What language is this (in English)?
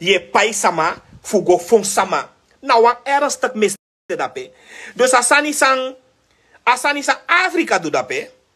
Sranan Tongo